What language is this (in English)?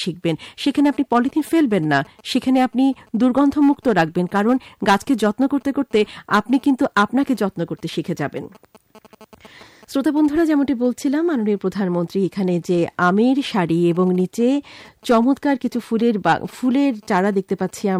Bangla